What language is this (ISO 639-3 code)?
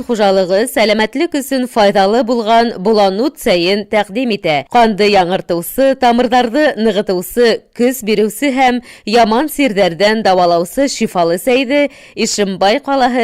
bak